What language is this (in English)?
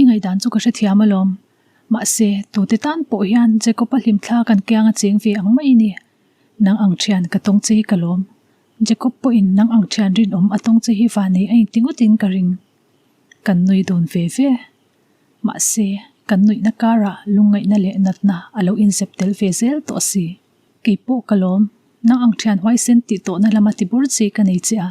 Mizo